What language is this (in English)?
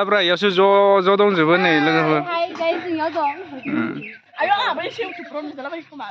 Bodo